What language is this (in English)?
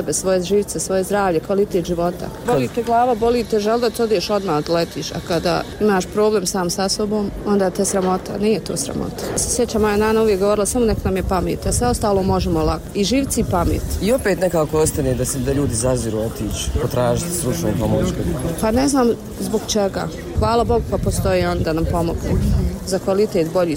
Bosnian